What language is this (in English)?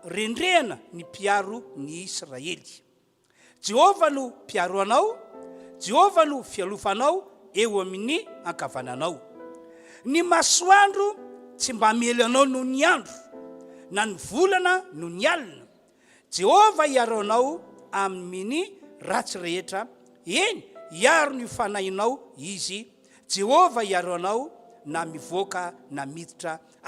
Malagasy